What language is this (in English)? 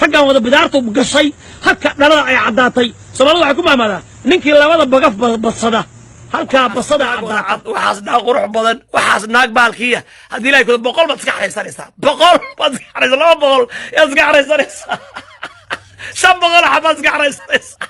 Somali